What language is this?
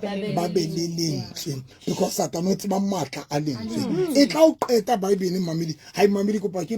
Southern Sotho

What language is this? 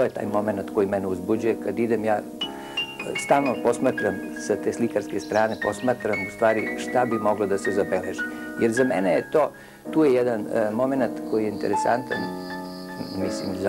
Serbian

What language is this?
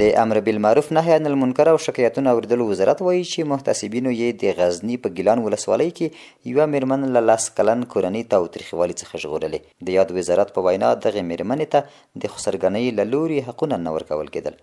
Pashto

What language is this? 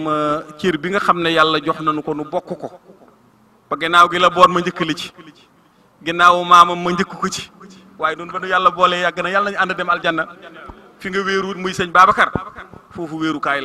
Wolof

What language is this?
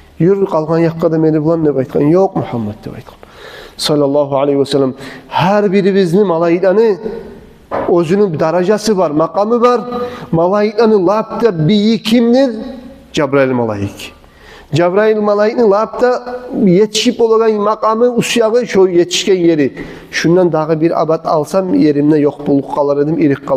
Kumyk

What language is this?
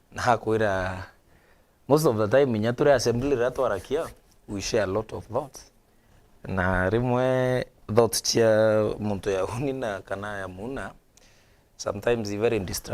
Meru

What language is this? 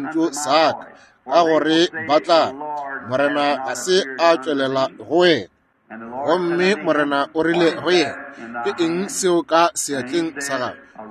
Northern Sotho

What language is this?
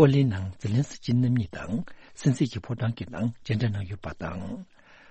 Tibetan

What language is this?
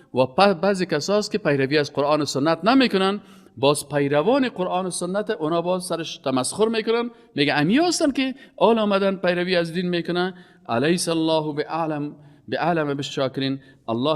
Persian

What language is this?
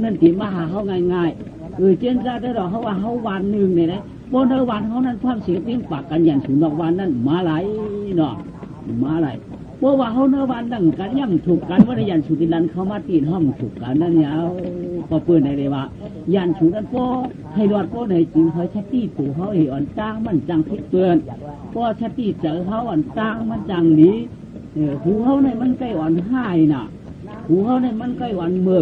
Shan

